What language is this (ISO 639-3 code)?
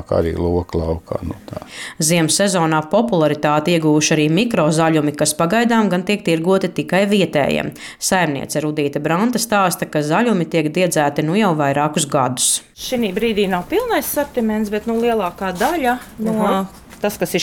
lav